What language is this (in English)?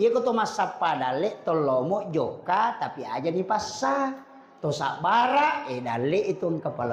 Buginese